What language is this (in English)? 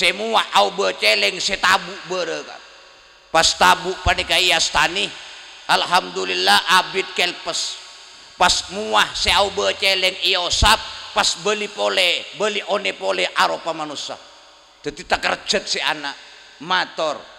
Madurese